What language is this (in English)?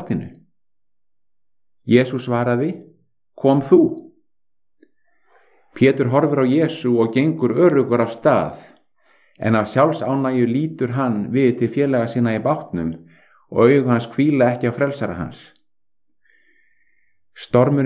Icelandic